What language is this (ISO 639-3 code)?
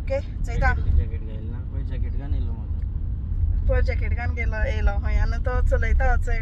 kok